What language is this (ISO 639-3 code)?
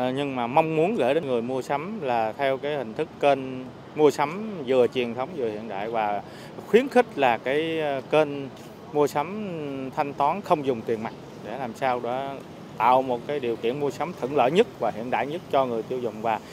vie